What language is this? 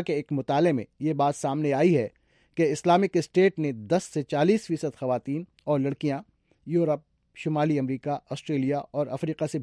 Urdu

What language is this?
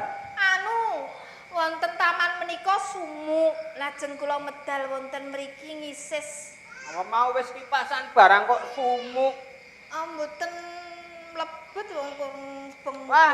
Javanese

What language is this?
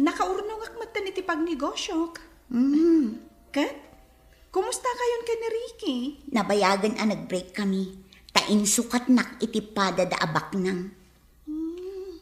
Iloko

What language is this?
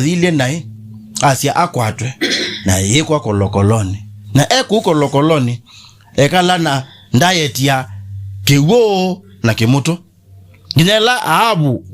Kamba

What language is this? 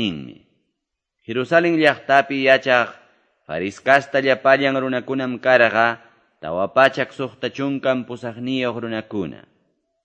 Quechua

